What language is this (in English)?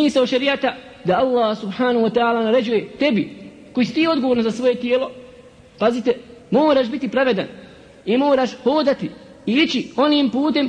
Bosnian